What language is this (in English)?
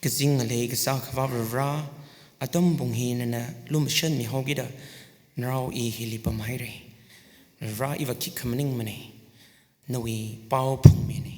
Tangkhul Naga (India)